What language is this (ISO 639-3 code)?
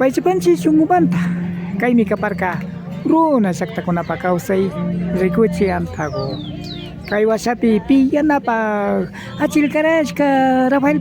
qvi